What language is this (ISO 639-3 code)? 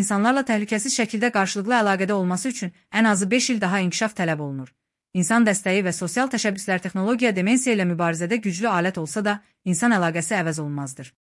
aze